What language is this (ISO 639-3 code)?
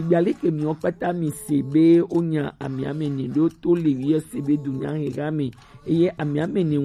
gej